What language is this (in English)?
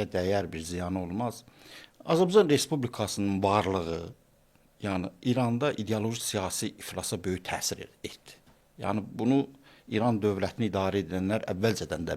Azerbaijani